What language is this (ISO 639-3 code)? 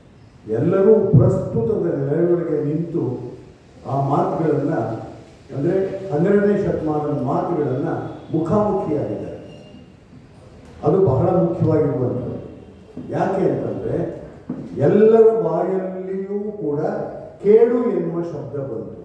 kan